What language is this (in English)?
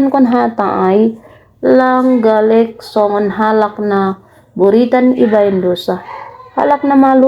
Batak Simalungun